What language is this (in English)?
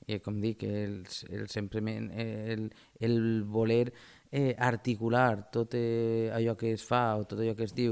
Catalan